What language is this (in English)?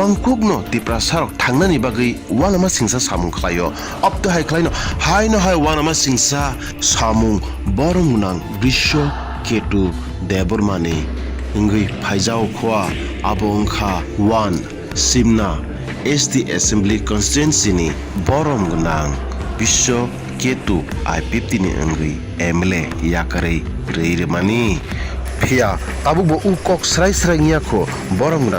Kok Borok